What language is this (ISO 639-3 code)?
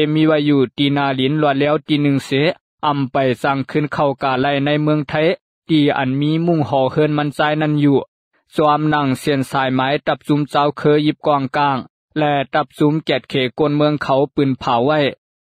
lao